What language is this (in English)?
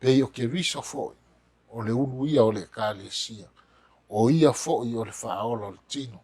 Samoan